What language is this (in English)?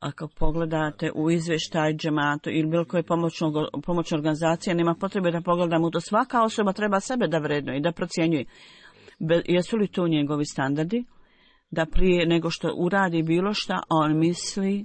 Bosnian